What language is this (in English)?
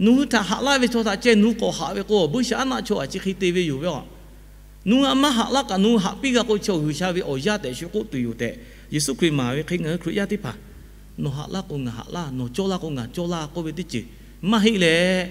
Lahu